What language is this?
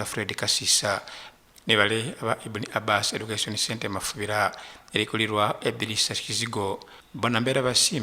Soga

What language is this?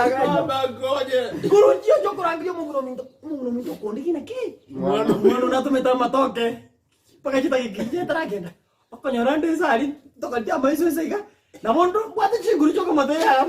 Gusii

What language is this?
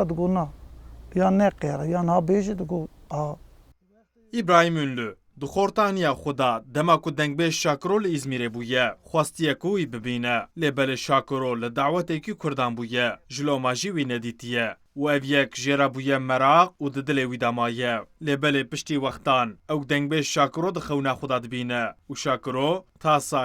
Kurdish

